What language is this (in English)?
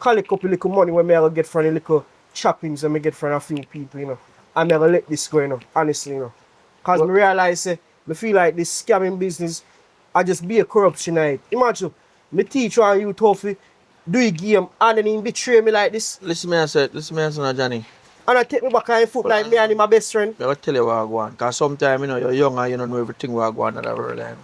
Jamaican Creole English